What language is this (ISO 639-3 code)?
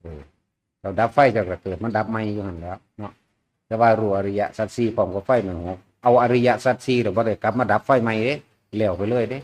tts